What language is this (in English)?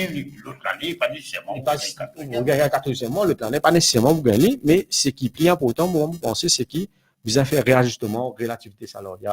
Morisyen